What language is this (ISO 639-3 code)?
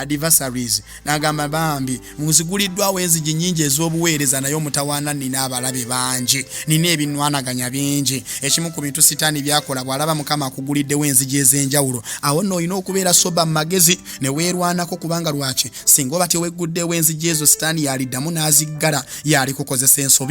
lug